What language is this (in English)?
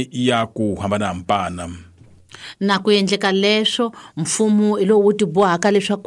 Tsonga